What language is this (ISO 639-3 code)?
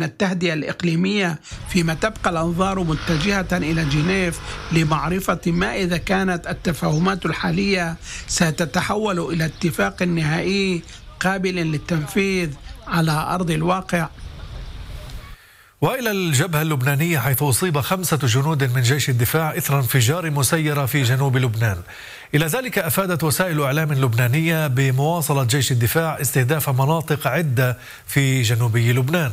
ara